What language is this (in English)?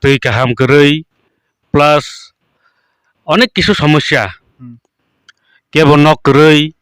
Kok Borok